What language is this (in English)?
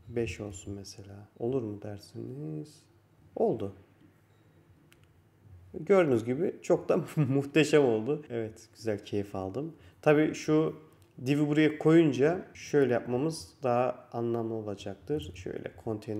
Turkish